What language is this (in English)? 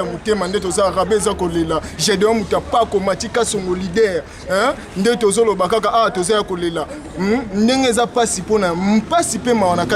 Lingala